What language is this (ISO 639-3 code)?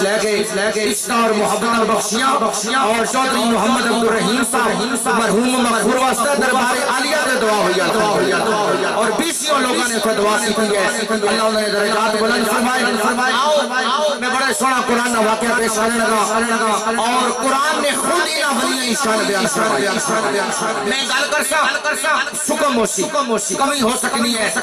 urd